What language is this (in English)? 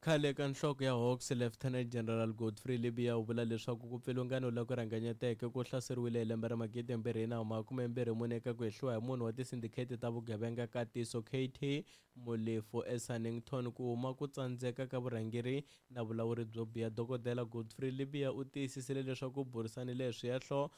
Tsonga